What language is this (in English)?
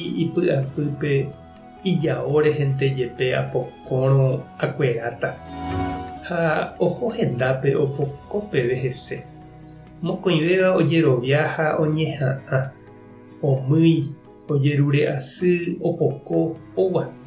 Guarani